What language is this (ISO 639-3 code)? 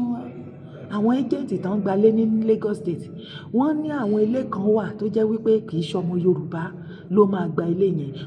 yor